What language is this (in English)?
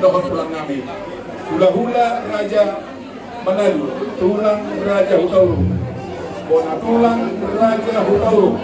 Batak Toba